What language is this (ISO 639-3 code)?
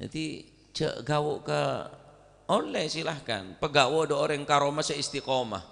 mad